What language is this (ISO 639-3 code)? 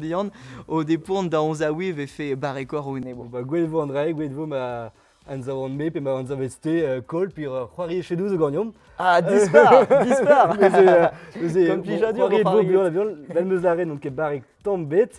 bre